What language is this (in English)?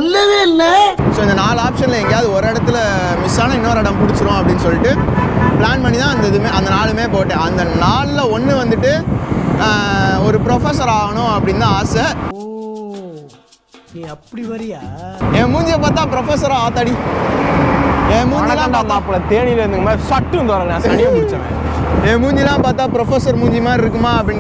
Tamil